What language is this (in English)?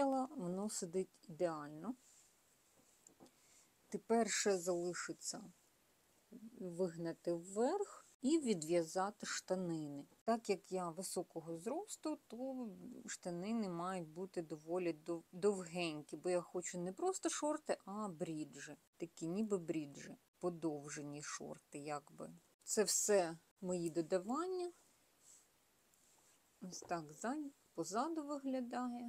Ukrainian